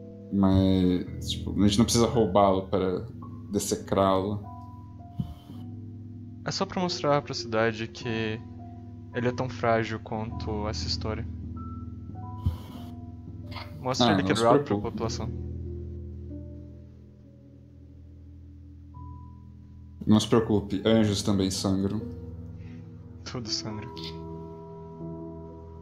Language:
Portuguese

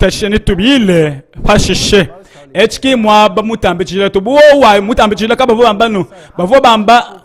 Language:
Luba-Lulua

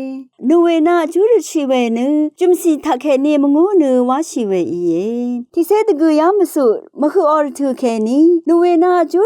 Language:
Rawang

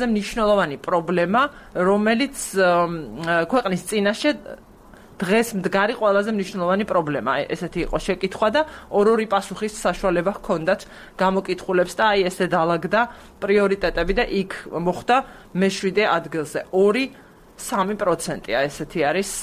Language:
Georgian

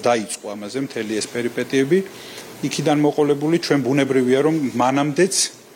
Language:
Georgian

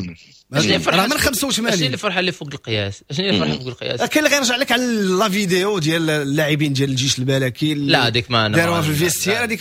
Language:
Moroccan Arabic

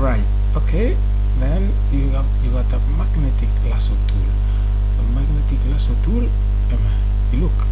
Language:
Bislama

